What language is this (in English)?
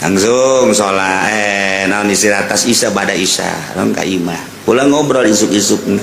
Sundanese